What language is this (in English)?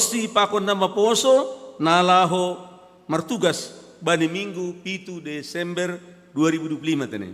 Batak Simalungun